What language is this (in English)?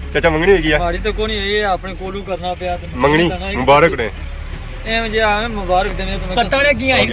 Pahari-Potwari